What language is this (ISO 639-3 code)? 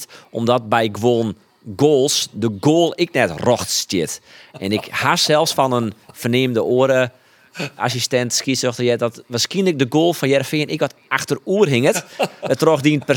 fry